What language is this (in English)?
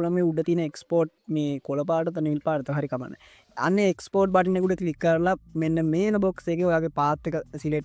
Sinhala